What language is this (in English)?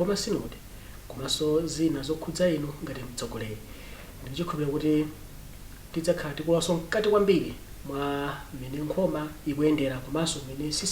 Nyanja